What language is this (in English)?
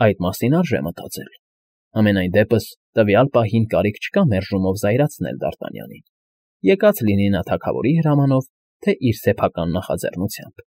Armenian